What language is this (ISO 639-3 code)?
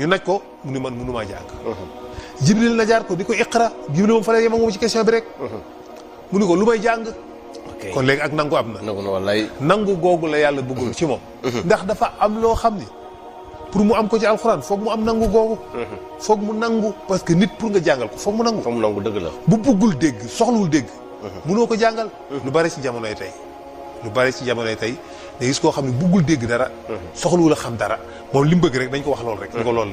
wol